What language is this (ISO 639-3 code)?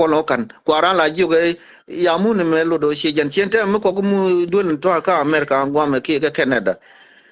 nus